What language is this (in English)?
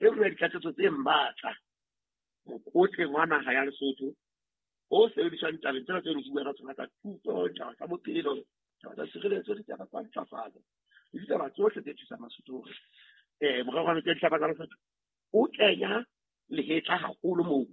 Southern Sotho